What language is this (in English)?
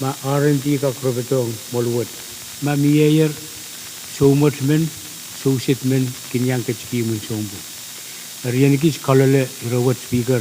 Pohnpeian